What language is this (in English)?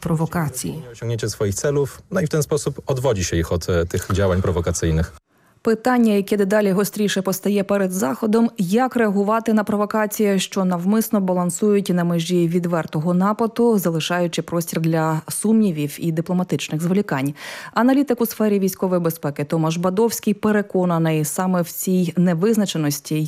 Ukrainian